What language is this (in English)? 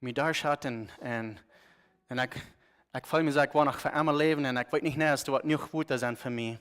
Plautdietsch